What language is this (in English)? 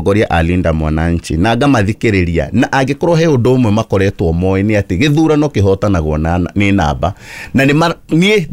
Kikuyu